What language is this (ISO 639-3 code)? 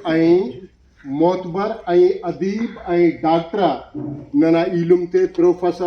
brh